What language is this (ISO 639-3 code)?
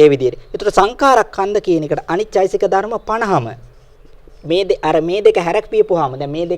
sin